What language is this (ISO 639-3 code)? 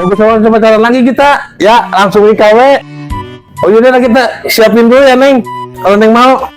bew